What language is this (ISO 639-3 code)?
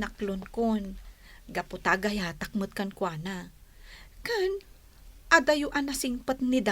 ilo